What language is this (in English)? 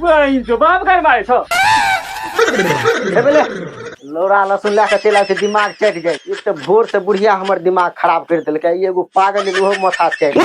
Maithili